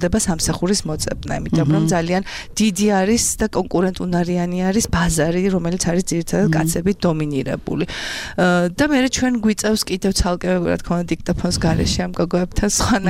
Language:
Georgian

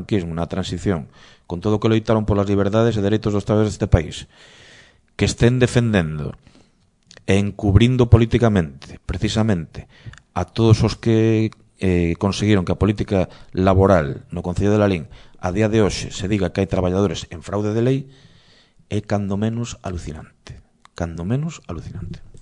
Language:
Galician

